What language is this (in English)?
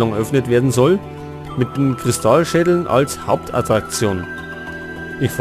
Bavarian